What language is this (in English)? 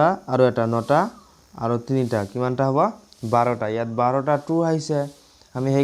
Assamese